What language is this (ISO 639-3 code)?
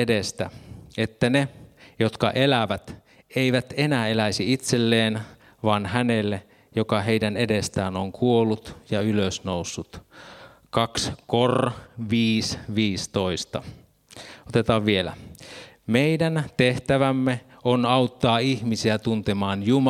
fin